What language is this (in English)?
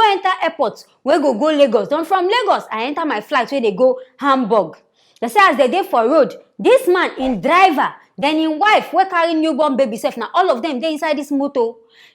Nigerian Pidgin